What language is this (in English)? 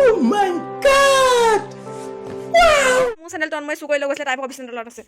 Assamese